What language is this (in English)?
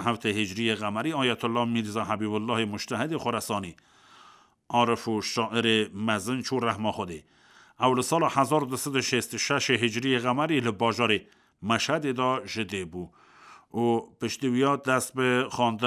Kurdish